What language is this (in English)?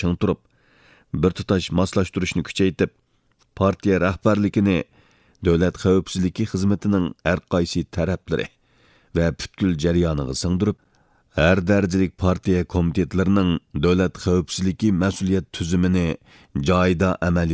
Uyghur